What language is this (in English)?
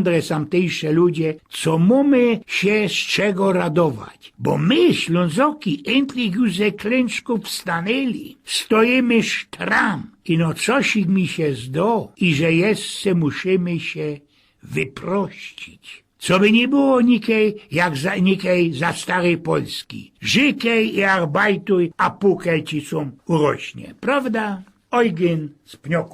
Silesian